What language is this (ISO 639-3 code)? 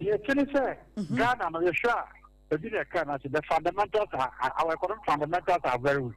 aka